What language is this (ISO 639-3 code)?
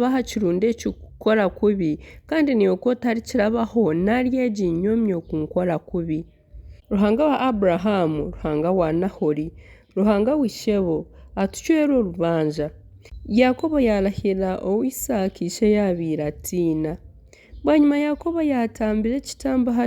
nyn